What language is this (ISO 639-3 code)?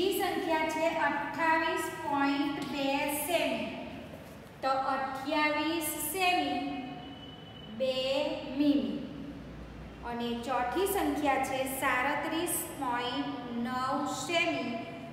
guj